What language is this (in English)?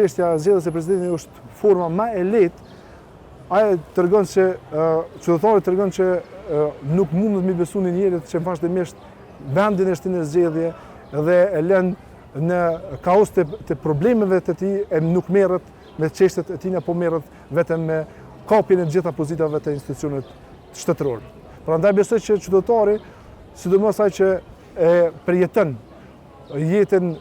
Albanian